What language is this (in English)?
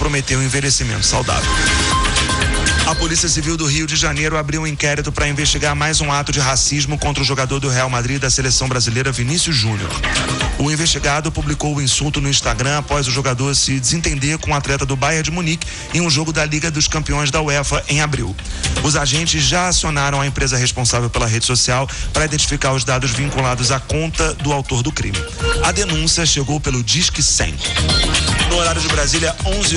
Portuguese